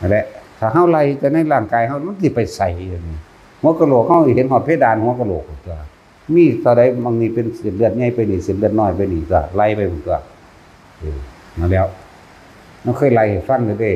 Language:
Northeastern Thai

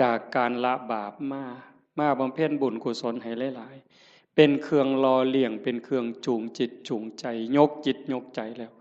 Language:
Northeastern Thai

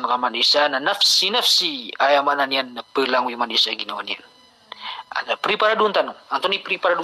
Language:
Maranao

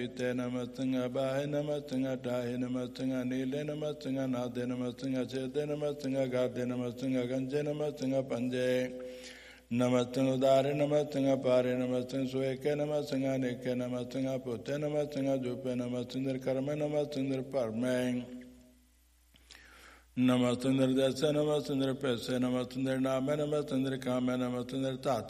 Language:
Punjabi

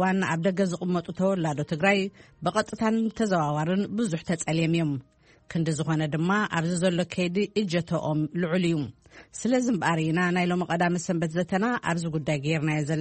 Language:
Tigrinya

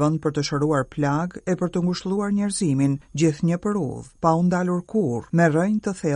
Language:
Albanian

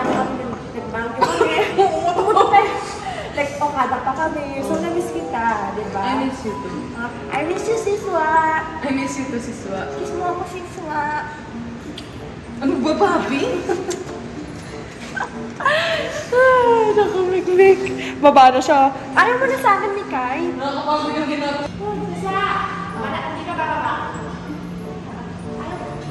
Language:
Filipino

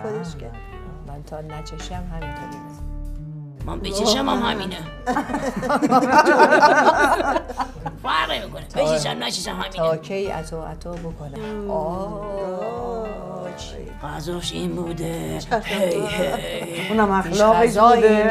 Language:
Persian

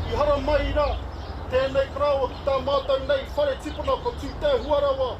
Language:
Māori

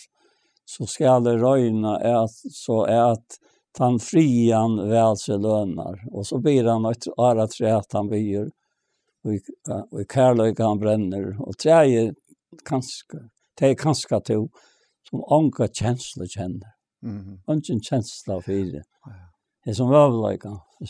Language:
Faroese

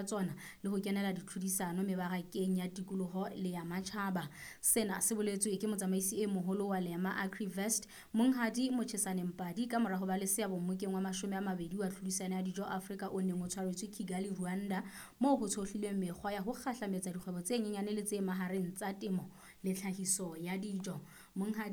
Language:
Southern Sotho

